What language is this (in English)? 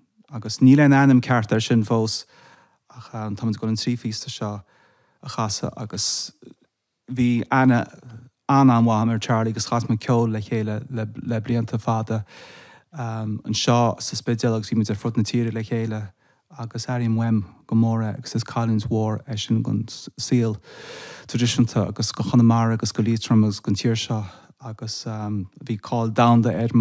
Irish